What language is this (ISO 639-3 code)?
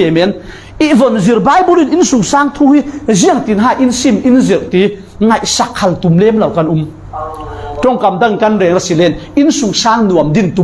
cfm